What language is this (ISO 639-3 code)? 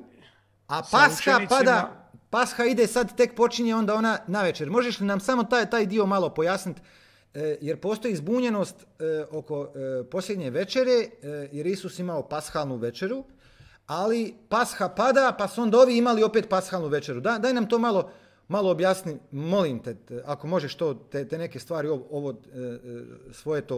hrv